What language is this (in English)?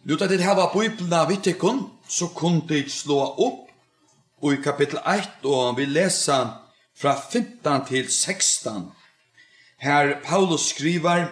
Faroese